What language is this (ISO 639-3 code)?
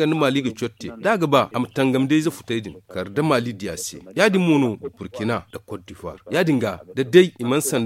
dje